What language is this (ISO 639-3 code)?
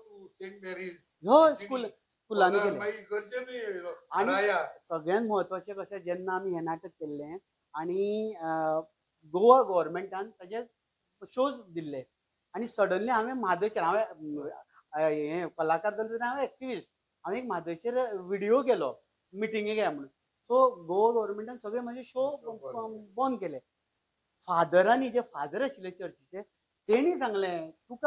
kok